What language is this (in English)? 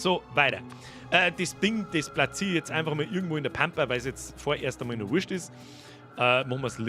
Bavarian